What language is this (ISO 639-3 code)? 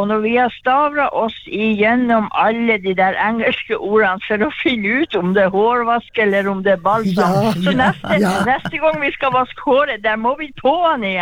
nor